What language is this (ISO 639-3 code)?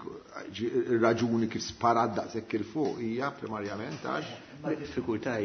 mlt